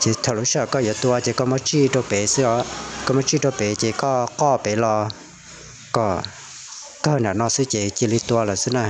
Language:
Hmong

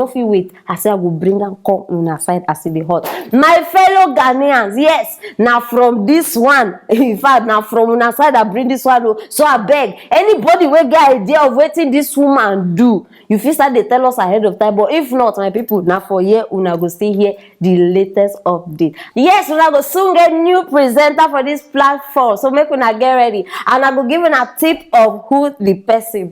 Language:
Nigerian Pidgin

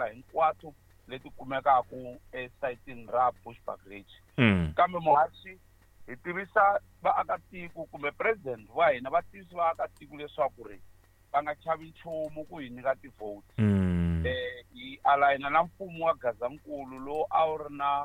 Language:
Tsonga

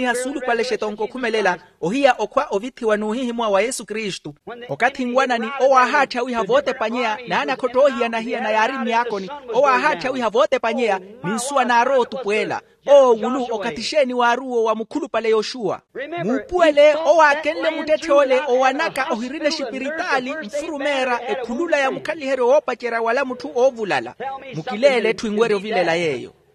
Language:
Makhuwa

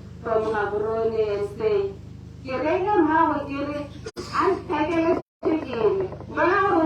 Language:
Tswana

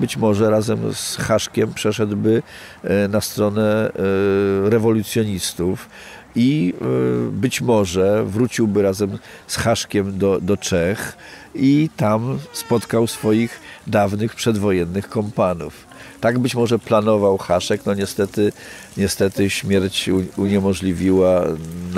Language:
Polish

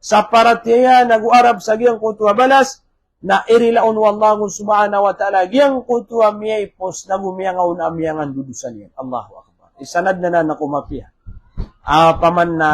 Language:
Maranao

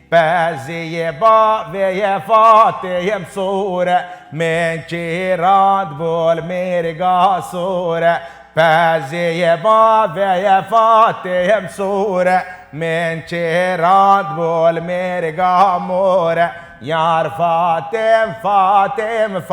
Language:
Kurdish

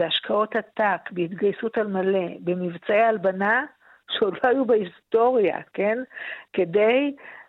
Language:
Hebrew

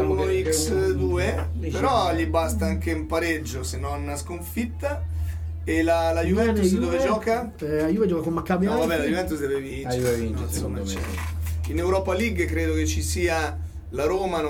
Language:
Italian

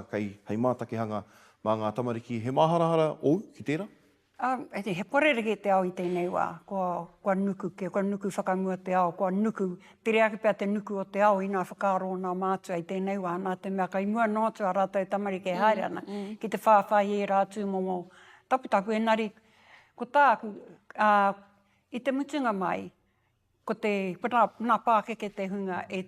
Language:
Māori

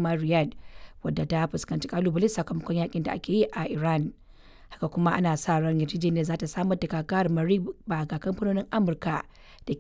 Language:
Hausa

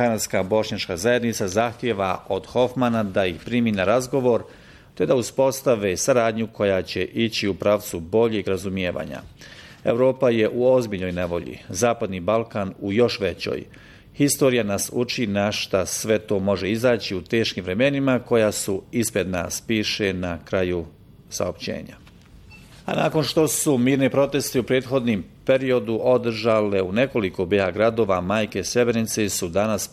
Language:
Bosnian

